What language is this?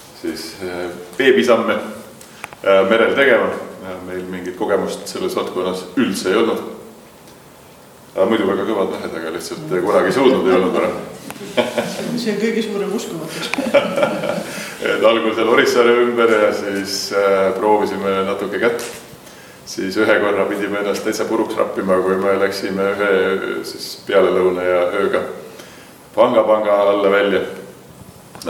Estonian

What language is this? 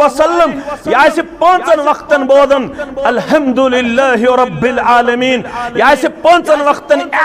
Kashmiri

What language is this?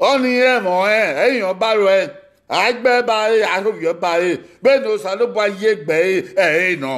Bini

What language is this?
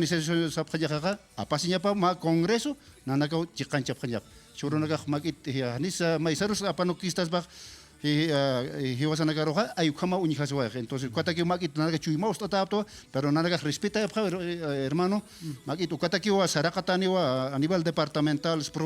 Aymara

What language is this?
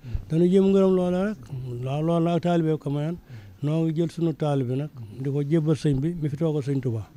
Wolof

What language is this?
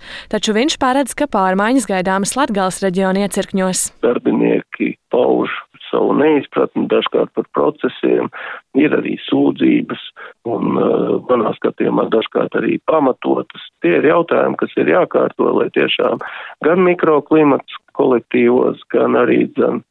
Latvian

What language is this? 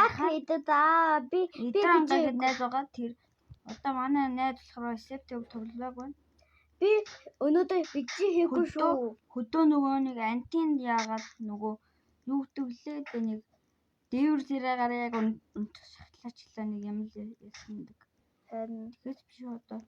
Mongolian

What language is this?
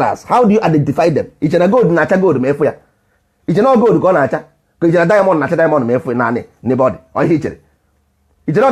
Igbo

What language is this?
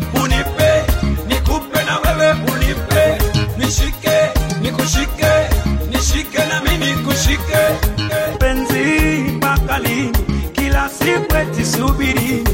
Swahili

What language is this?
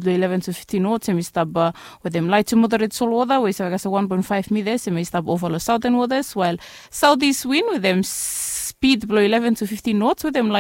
Bislama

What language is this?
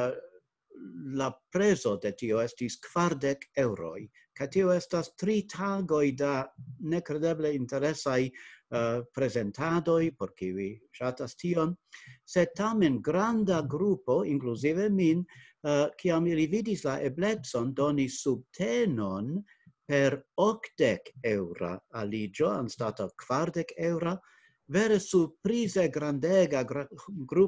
Esperanto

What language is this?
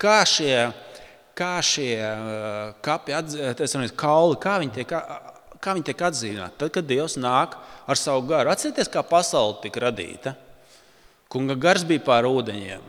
Latvian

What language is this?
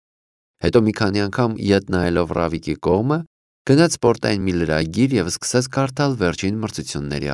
Armenian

